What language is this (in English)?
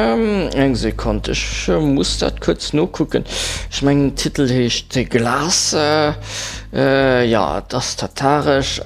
Luxembourgish